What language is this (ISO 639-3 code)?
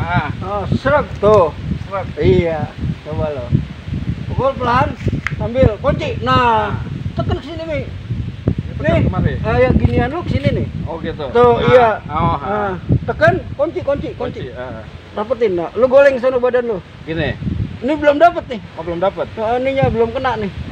bew